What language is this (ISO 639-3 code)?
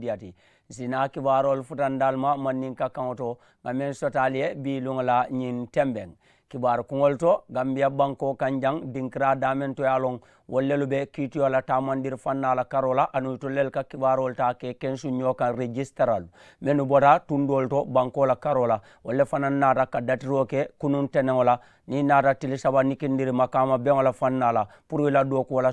man